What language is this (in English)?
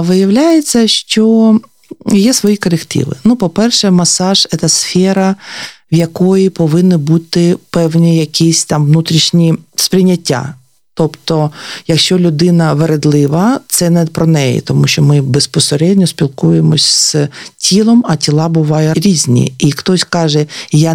Ukrainian